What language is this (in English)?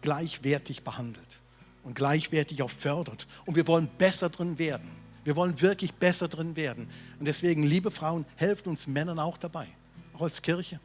Swiss German